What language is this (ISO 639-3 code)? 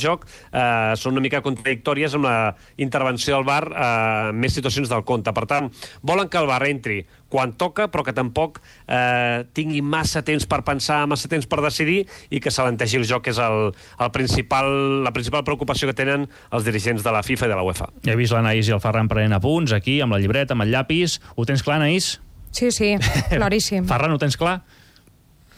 cat